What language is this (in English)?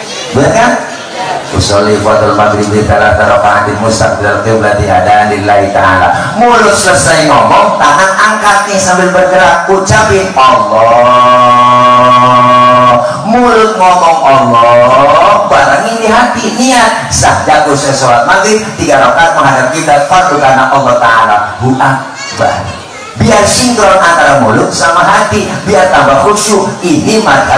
Betawi